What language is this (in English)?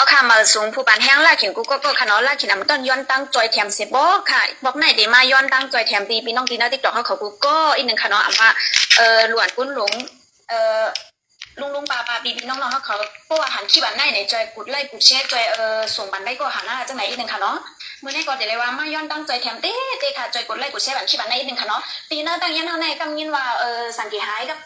Shan